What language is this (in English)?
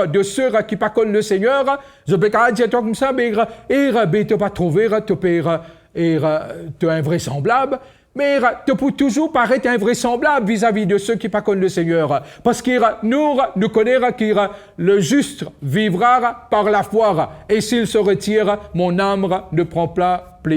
Morisyen